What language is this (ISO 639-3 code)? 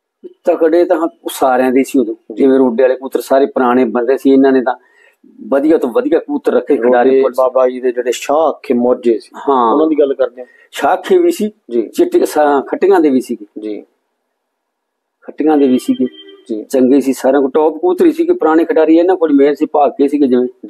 pan